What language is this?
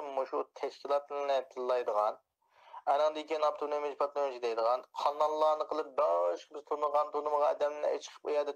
Uyghur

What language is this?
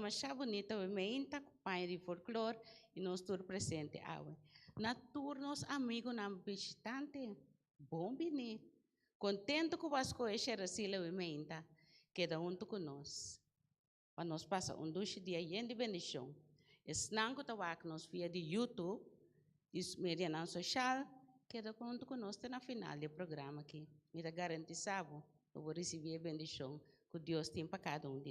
Papiamento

